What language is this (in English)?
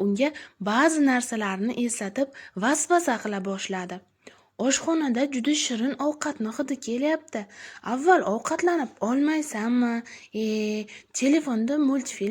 Uzbek